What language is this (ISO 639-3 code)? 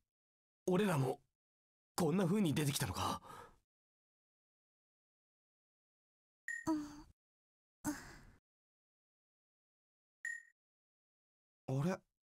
jpn